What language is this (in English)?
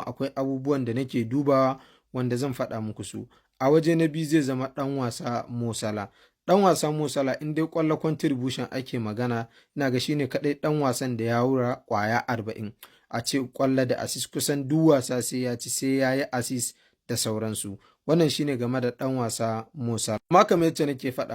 Hausa